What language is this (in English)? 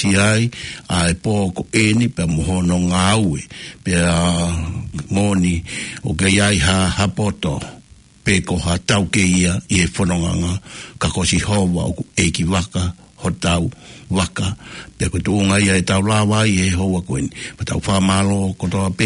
Tongan